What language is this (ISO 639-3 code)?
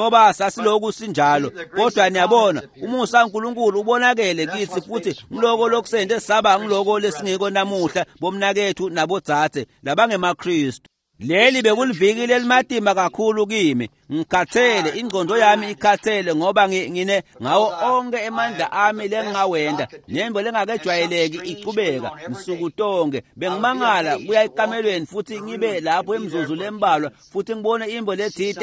ssw